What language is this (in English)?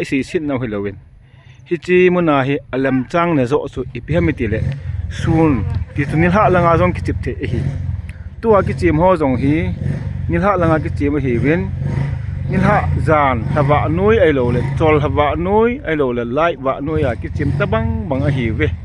Thado Chin